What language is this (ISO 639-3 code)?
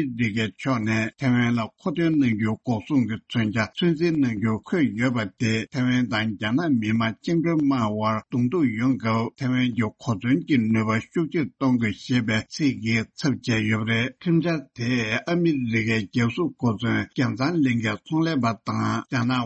bod